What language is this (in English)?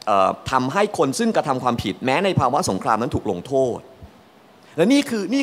Thai